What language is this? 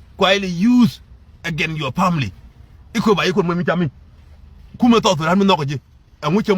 Nuer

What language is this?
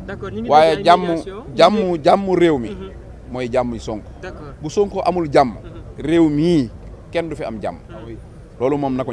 Wolof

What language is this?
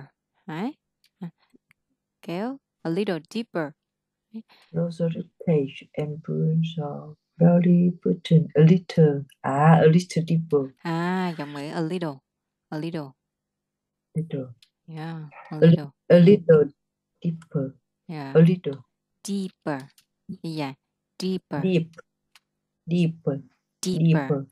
Vietnamese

